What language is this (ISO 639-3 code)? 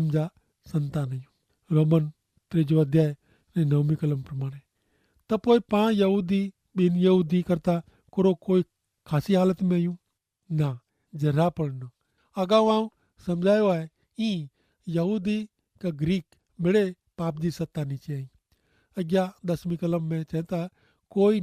kfr